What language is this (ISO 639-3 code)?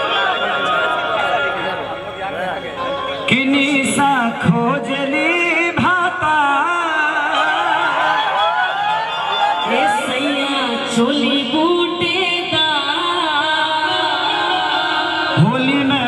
bho